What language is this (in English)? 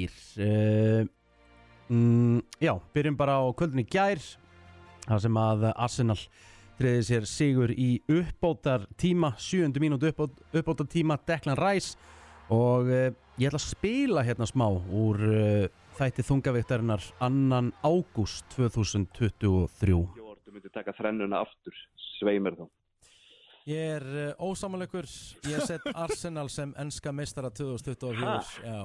Icelandic